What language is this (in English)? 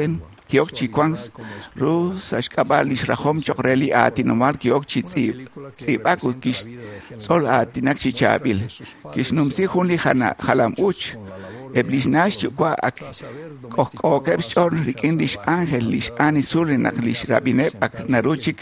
Kekchí